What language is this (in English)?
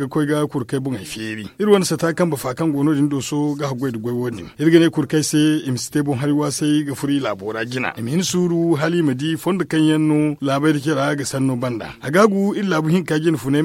Zarma